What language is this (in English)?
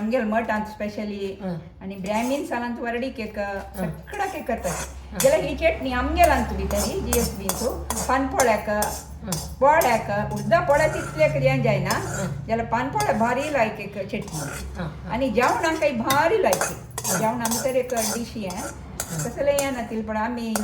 Konkani